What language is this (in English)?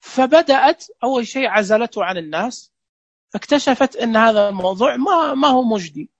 Najdi Arabic